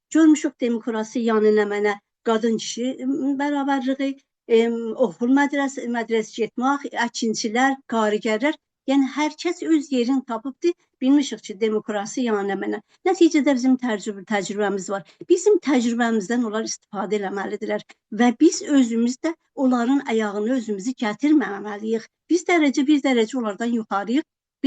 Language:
South Azerbaijani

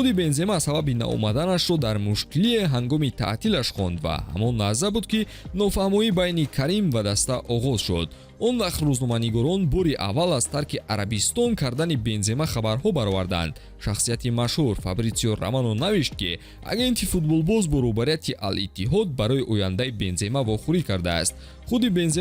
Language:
Tajik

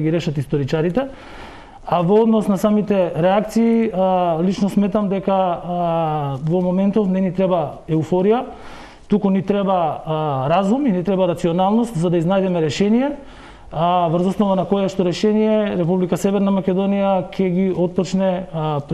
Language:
Macedonian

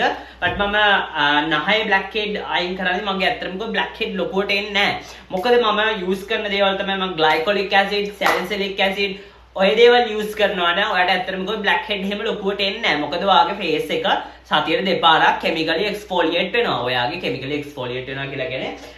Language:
Sinhala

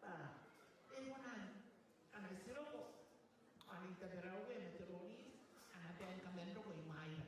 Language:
Gilbertese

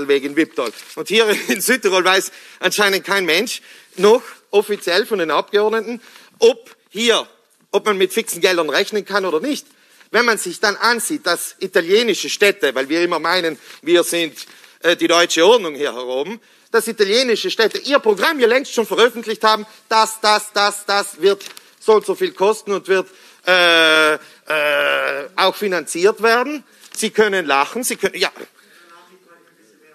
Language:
German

